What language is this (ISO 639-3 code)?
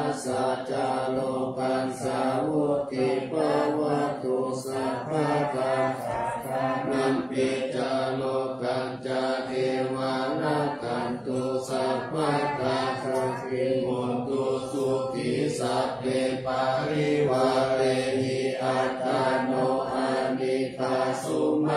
pli